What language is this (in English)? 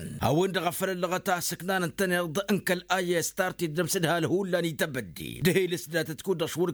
Tamasheq